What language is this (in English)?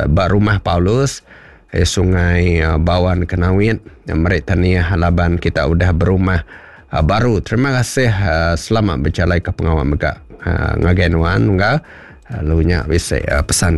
Iban